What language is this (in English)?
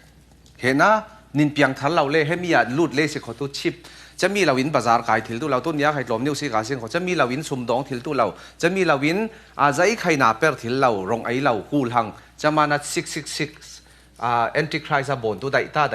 Falam Chin